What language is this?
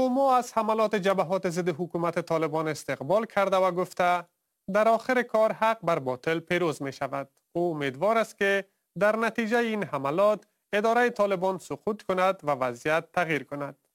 Persian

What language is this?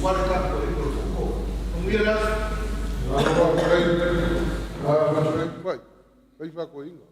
Samoan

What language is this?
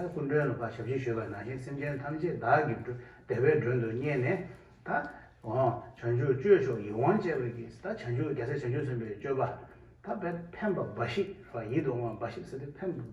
Tibetan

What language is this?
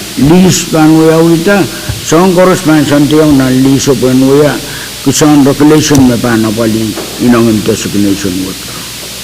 Pohnpeian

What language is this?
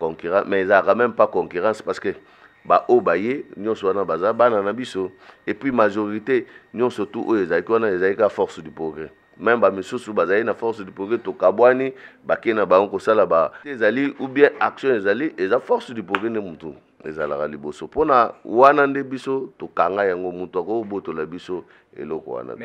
Lingala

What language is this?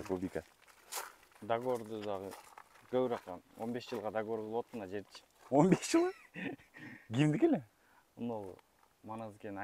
Kyrgyz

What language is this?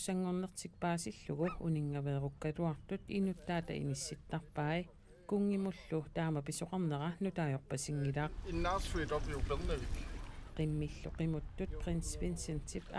Kalaallisut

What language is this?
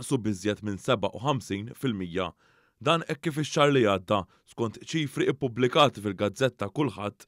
Maltese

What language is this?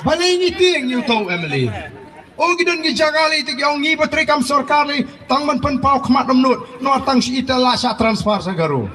Khasi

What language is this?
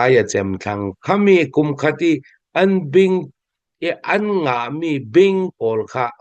Hakha Chin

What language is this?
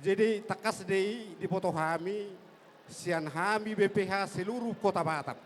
Batak Toba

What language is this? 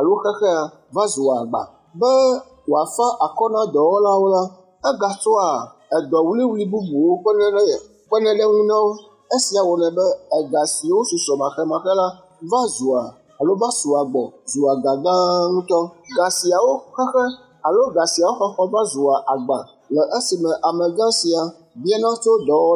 Ewe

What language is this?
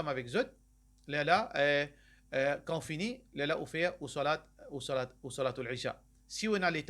Morisyen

